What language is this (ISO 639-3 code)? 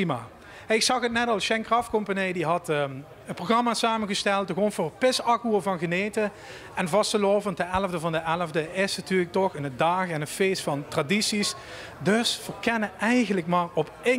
lim